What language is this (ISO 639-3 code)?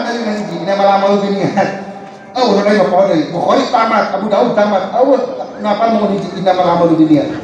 sun